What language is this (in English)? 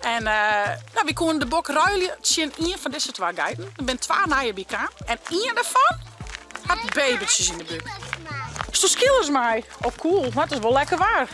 Western Frisian